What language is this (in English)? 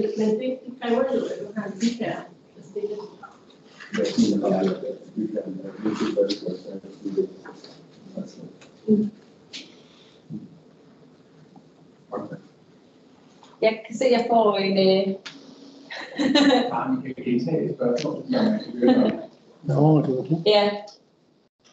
Danish